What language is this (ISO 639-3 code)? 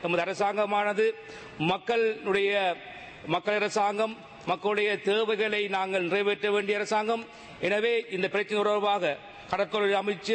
tam